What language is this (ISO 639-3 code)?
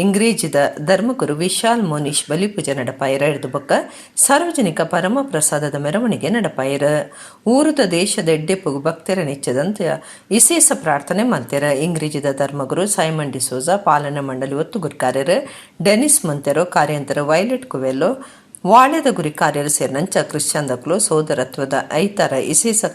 tcy